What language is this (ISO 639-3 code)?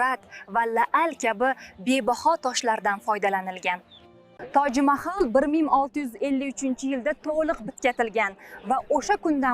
uzb